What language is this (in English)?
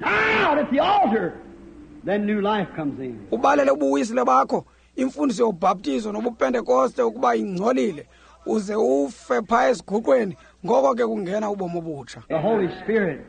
Xhosa